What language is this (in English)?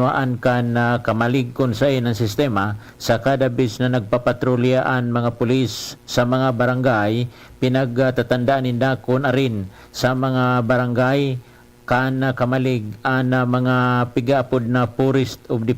Bikol